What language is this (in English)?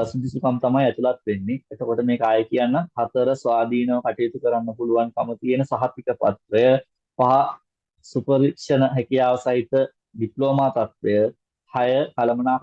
Sinhala